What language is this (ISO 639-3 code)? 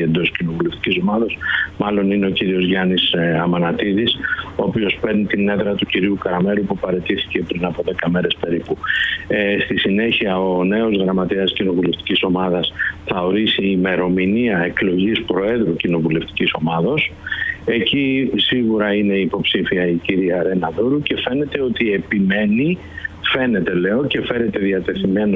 ell